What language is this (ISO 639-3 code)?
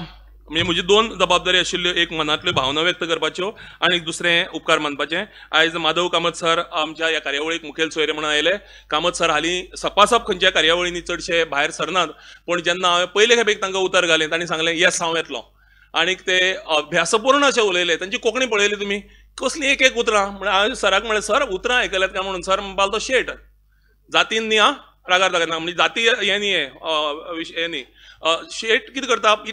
kok